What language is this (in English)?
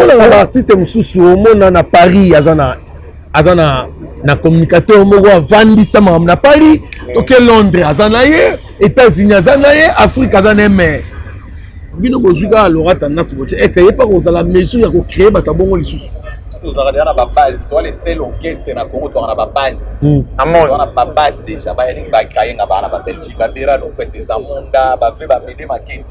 Lingala